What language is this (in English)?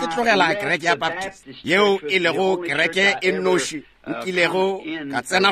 Northern Sotho